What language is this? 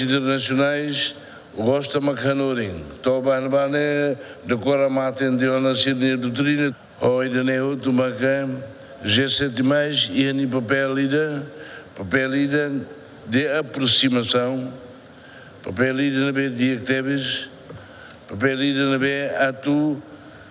Tetum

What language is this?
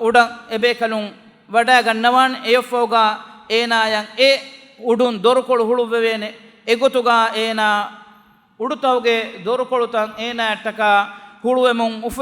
Divehi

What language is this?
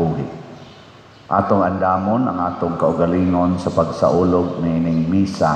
Cebuano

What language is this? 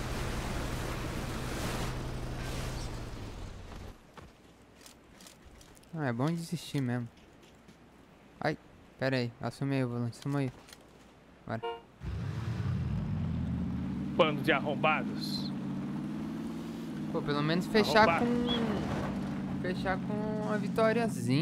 Portuguese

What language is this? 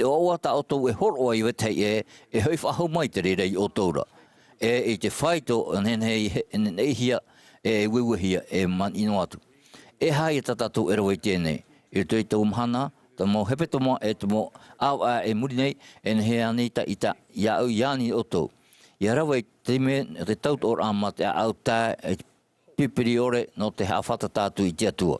Tahitian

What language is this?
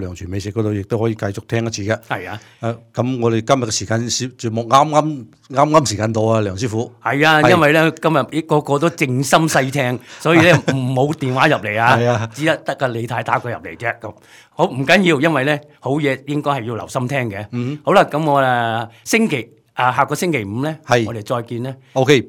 Cantonese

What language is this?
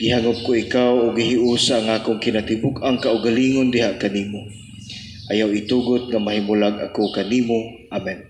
Cebuano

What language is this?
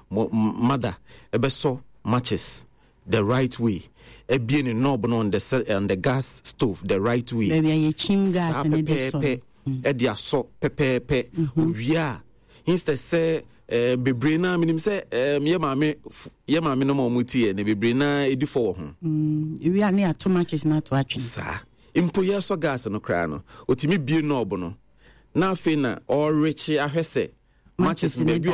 Akan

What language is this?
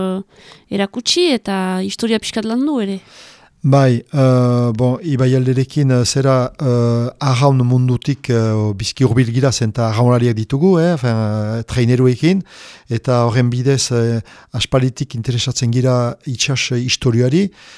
Basque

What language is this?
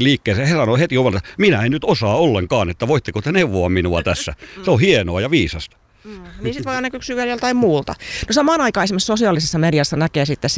Finnish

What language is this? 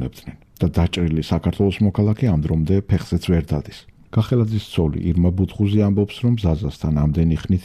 Georgian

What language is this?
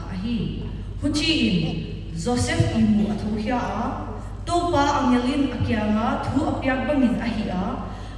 Paite Chin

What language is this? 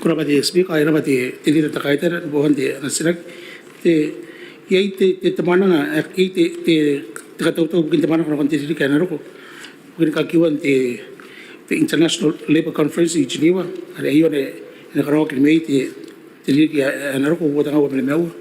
Gilbertese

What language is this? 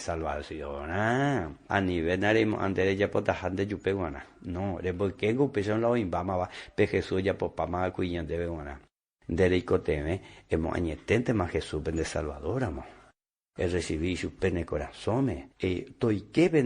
Guarani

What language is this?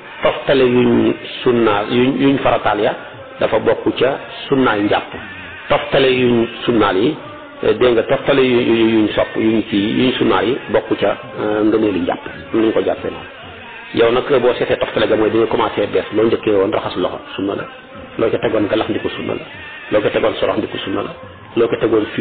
Wolof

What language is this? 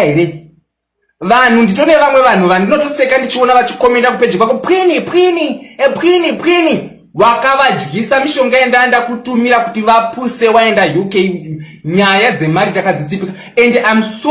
Shona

